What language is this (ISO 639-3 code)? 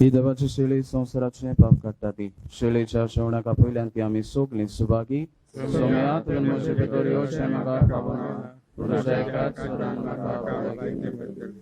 kok